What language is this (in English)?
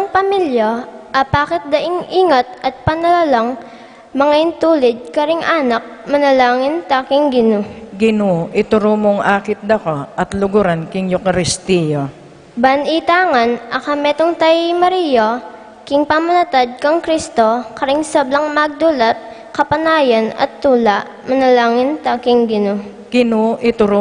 Pampanga